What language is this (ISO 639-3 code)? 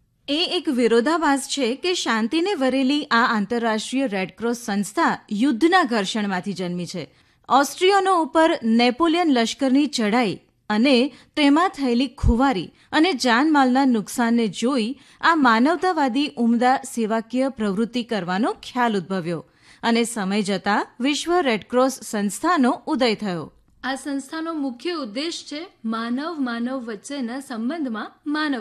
guj